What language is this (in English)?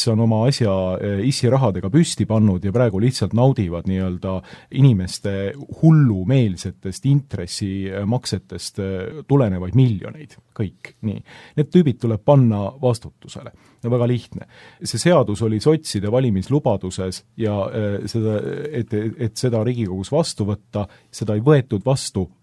Estonian